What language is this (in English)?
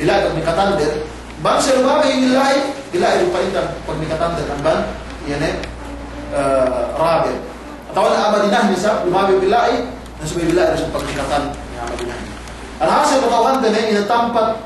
Yakan